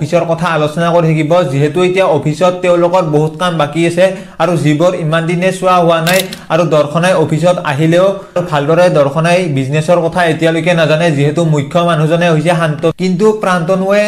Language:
Assamese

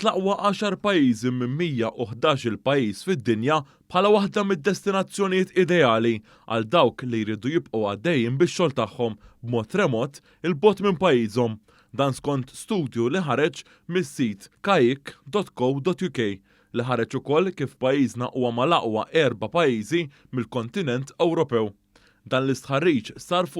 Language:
Maltese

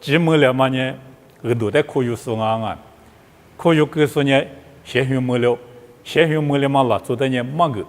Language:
Lisu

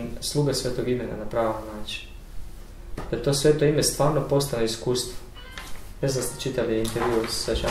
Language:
Croatian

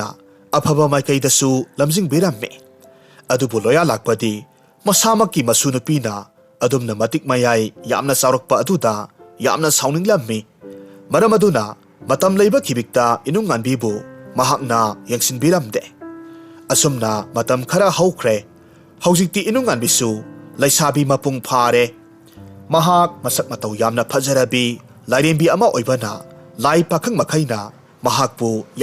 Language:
Manipuri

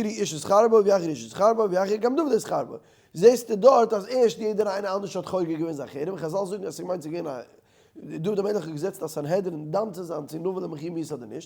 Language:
Yiddish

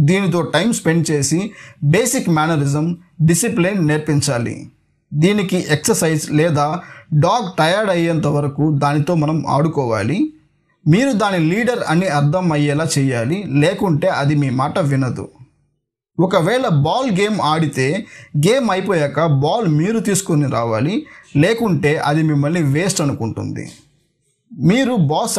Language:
Telugu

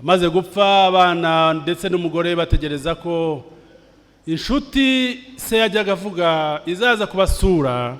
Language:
Kinyarwanda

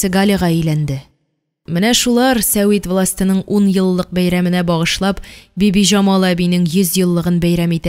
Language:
Tatar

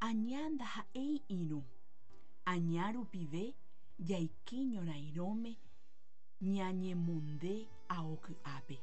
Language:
Guarani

